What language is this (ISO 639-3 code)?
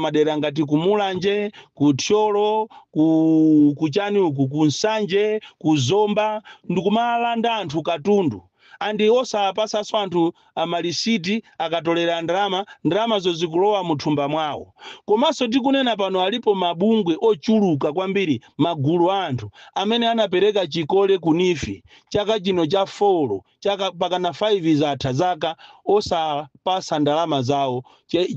nya